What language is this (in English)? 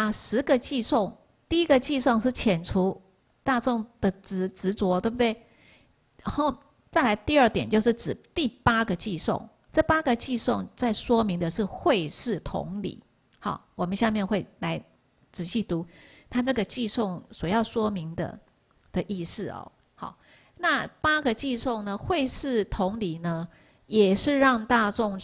Chinese